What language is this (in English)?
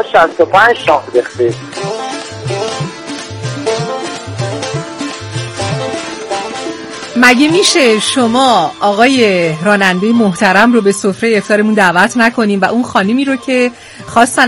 Persian